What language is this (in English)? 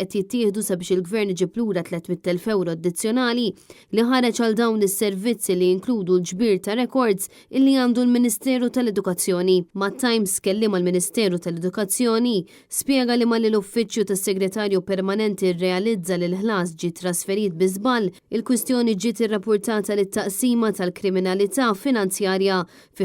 Maltese